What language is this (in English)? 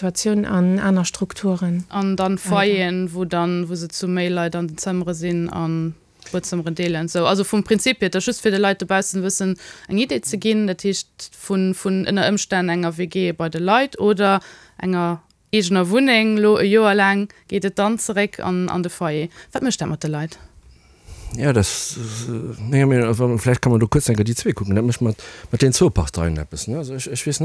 Luxembourgish